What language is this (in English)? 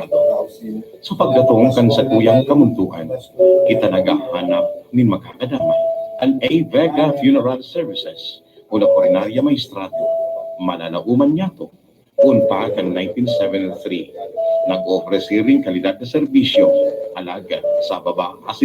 Bikol